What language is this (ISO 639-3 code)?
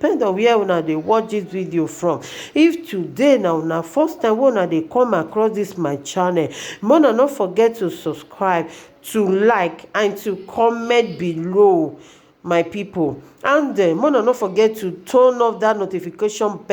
pcm